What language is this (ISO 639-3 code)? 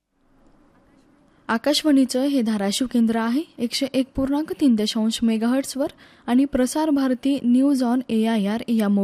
mar